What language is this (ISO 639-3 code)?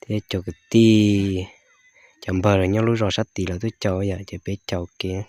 hmn